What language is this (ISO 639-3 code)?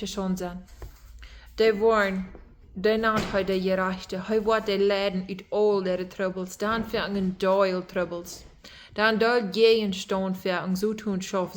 pdt